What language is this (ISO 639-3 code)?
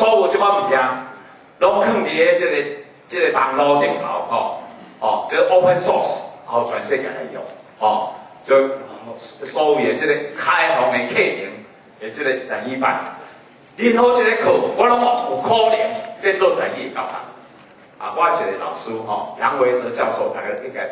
nan